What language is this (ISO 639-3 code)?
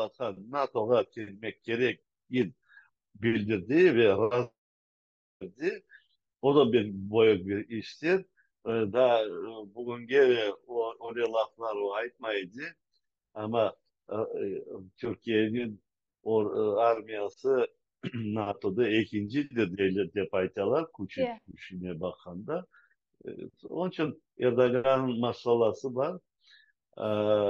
crh